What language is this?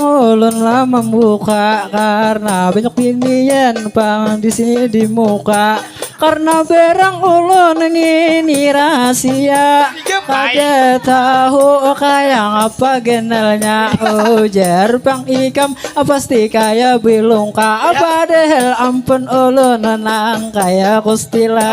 Banjar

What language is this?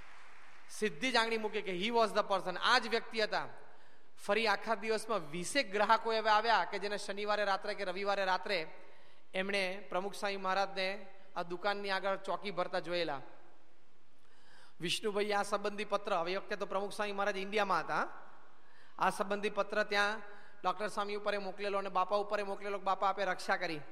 Gujarati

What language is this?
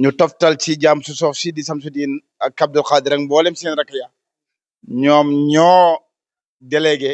Wolof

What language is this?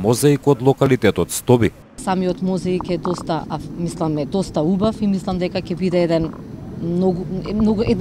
Macedonian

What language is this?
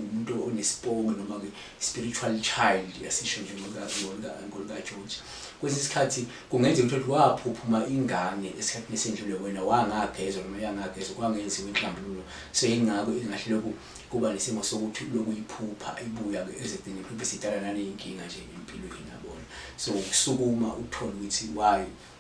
Zulu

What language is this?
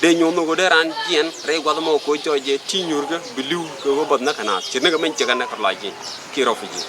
Nuer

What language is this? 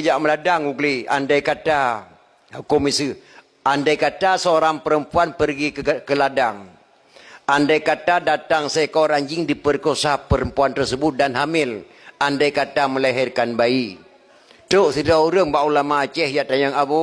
Achinese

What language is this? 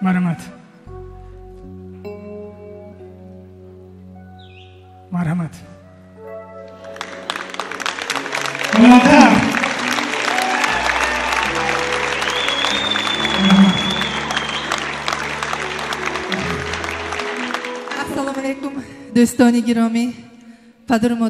Persian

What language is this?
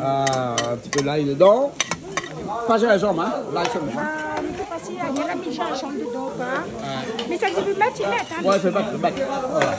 Réunion Creole French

